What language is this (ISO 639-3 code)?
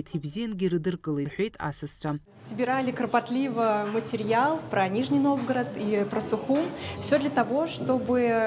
abk